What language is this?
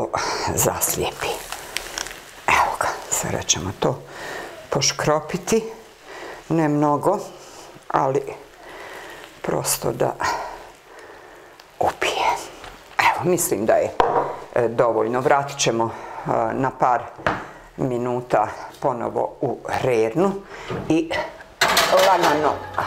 Bosnian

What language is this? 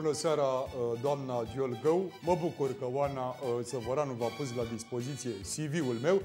Romanian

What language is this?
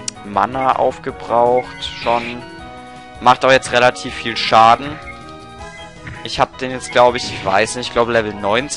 German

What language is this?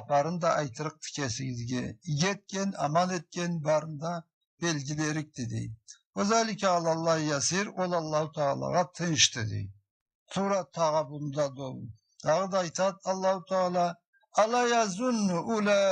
Karachay-Balkar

